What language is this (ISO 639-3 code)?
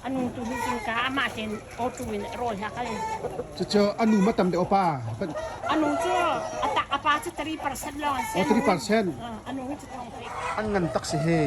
cnh